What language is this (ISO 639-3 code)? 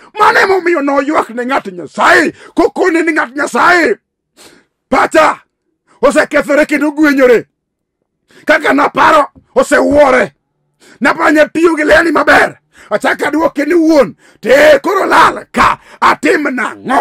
luo